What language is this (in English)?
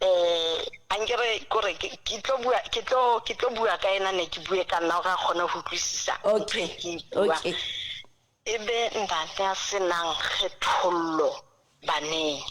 Southern Sotho